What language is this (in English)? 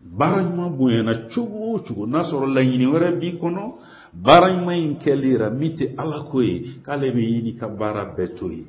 Bambara